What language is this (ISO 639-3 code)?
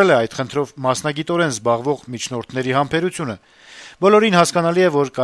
hye